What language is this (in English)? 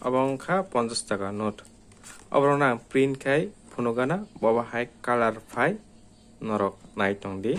Kok Borok